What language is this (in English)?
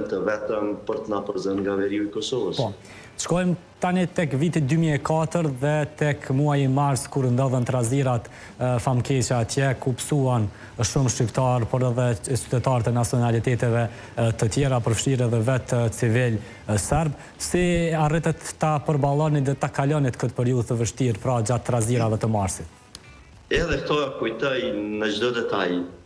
Albanian